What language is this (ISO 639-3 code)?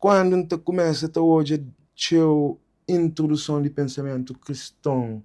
kea